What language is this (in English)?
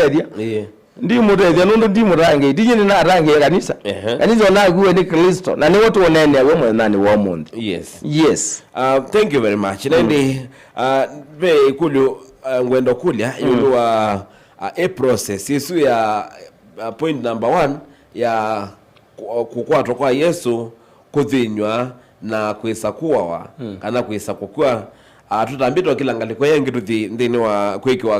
Kamba